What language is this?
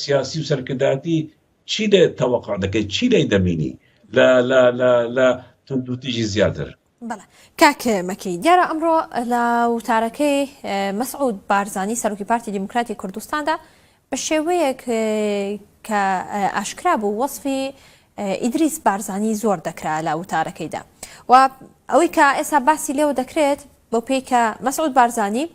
Central Kurdish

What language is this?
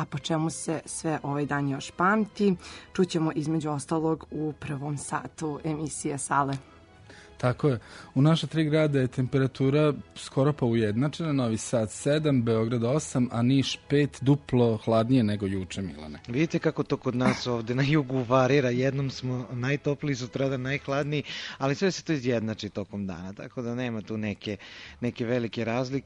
Serbian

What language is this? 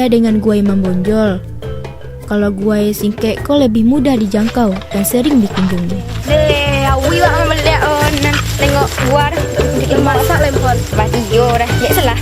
Minangkabau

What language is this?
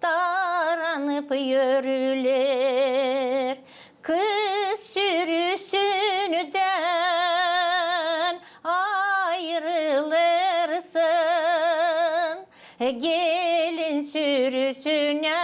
Gagauz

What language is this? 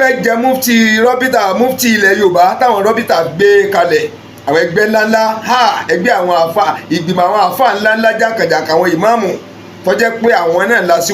Yoruba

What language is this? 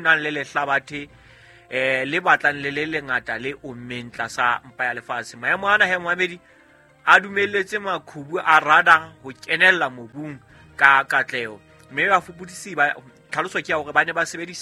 Southern Sotho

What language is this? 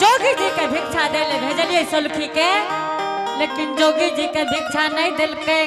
Angika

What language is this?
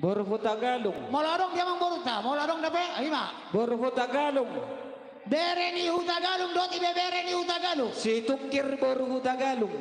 Batak Toba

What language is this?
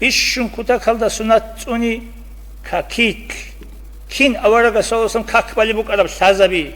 Avaric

